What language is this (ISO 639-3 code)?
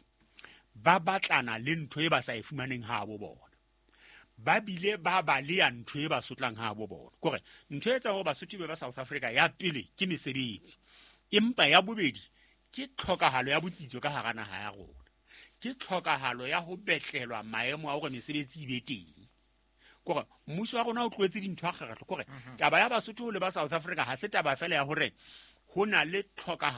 sot